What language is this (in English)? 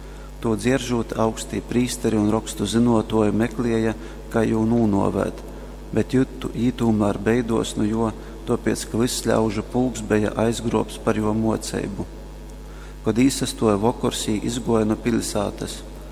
Latgalian